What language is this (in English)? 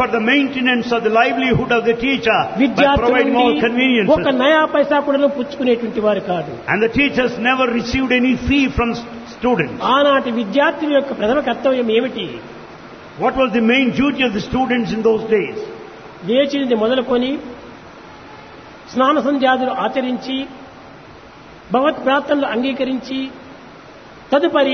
Telugu